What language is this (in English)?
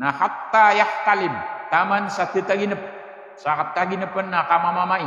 Maranao